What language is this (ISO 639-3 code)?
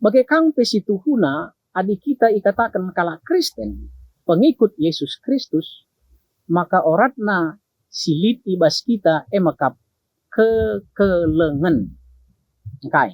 btx